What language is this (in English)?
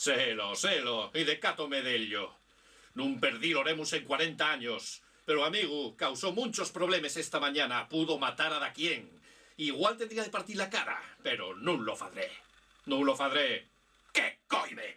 Asturian